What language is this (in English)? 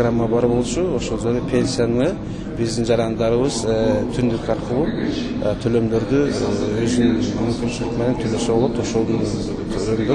Kyrgyz